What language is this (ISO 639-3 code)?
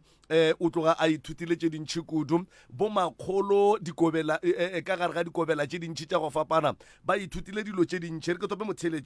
nso